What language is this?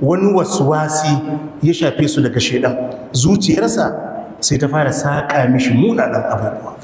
Hausa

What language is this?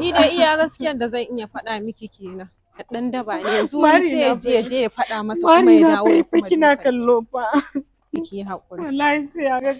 Hausa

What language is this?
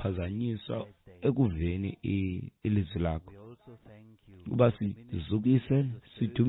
Xhosa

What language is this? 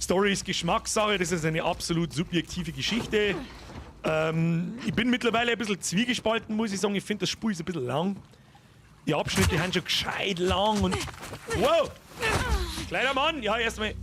Bavarian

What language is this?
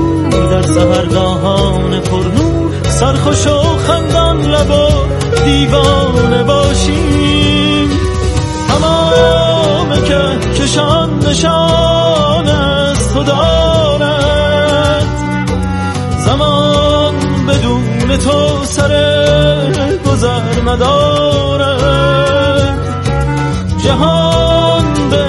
Persian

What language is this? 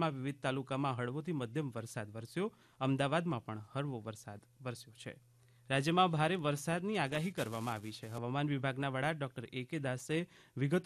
Gujarati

